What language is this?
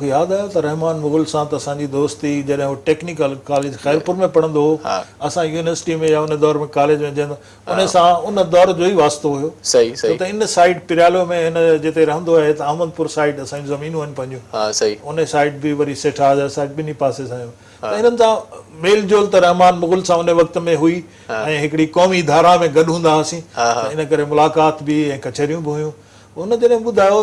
Sindhi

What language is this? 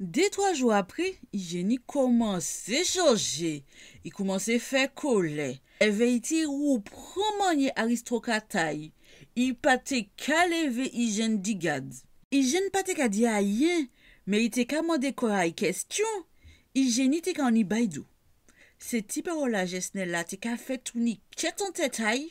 Guadeloupean Creole French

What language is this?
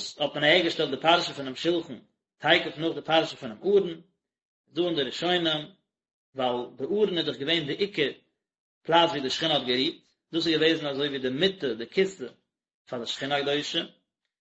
Yiddish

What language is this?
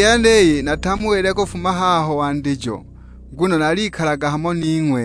Sukuma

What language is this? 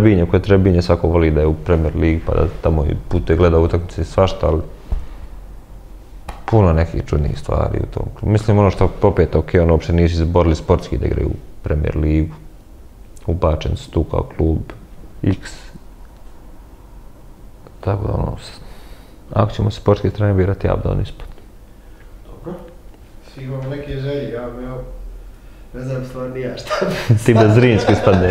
Bosnian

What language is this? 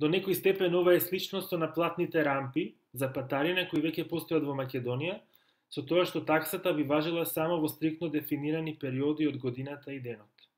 Macedonian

